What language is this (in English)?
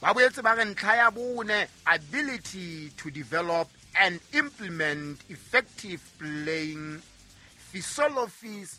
Southern Sotho